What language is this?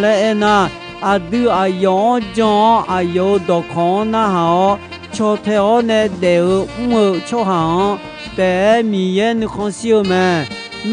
Akha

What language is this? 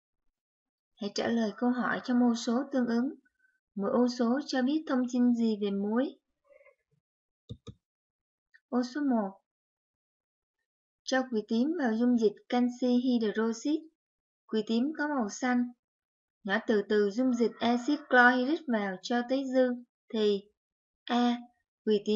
Vietnamese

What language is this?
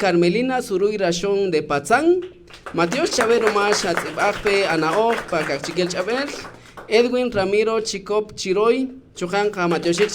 Kaqchikel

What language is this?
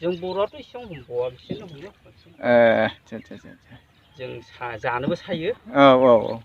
Bodo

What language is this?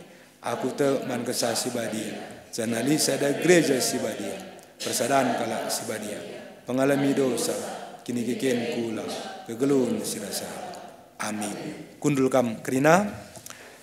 Batak Karo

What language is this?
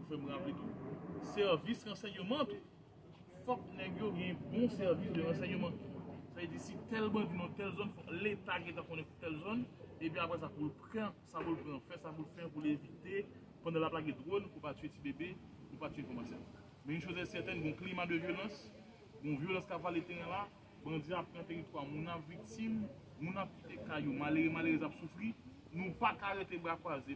Haitian Creole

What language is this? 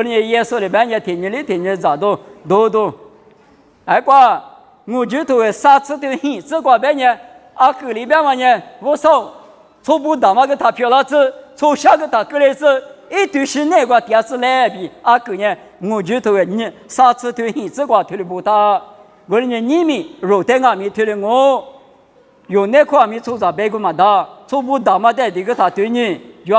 Lisu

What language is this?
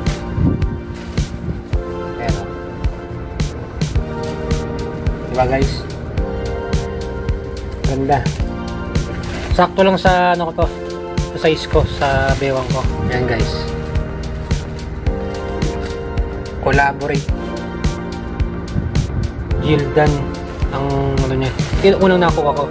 Filipino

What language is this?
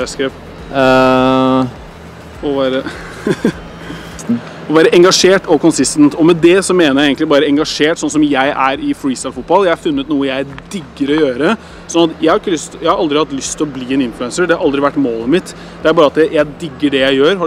Norwegian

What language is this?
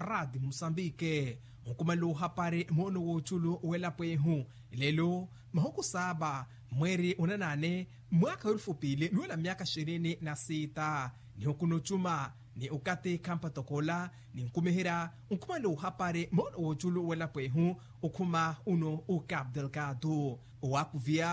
Makhuwa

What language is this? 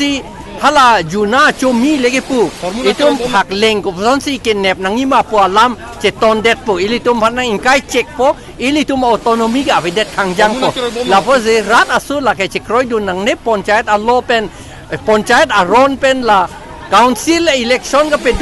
Karbi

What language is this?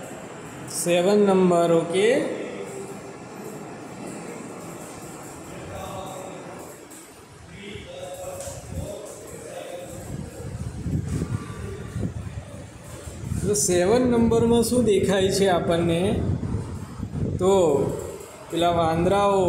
Gujarati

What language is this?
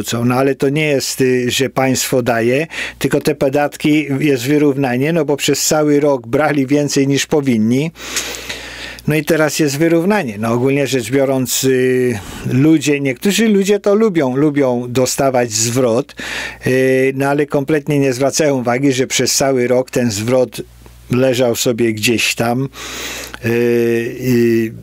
Polish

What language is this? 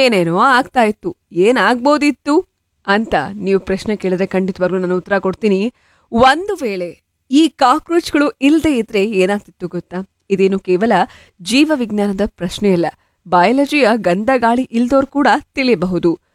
Kannada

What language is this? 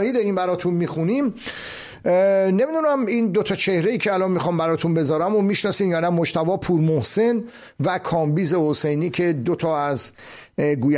Persian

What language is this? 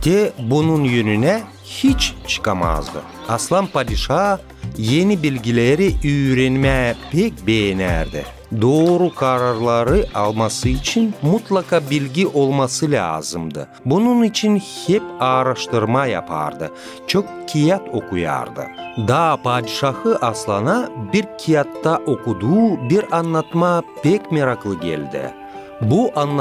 Gagauz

